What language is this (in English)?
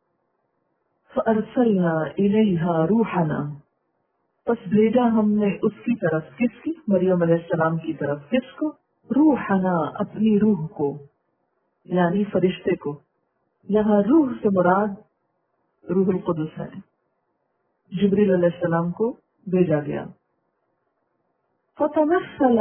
Urdu